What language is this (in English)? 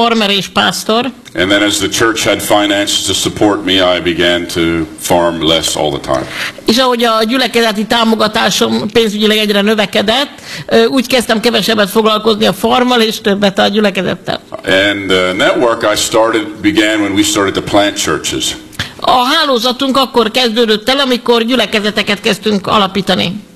Hungarian